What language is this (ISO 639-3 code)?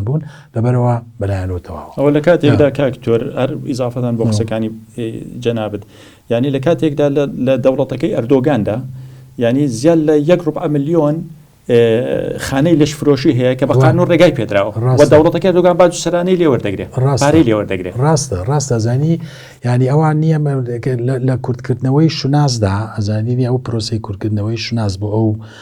ckb